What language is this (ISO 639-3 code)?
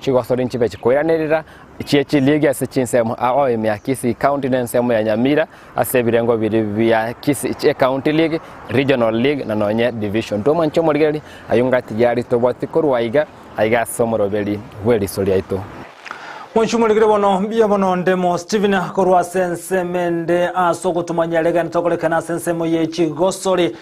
guz